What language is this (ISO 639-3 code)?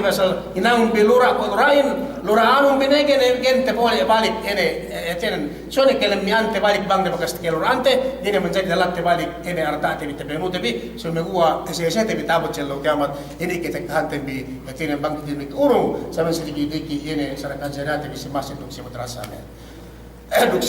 yka